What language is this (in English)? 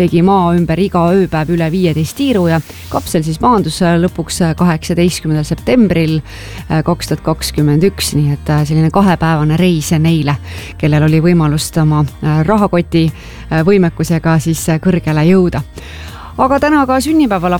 Estonian